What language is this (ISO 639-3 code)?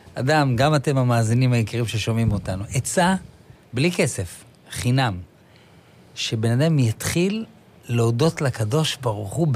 heb